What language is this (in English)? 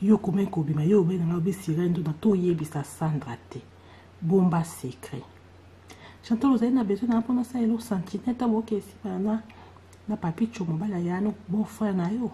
Lingala